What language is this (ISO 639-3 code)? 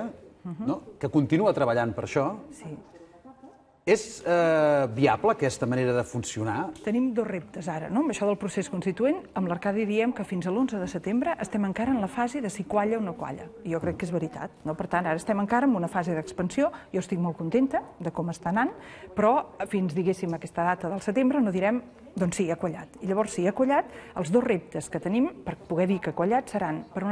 cat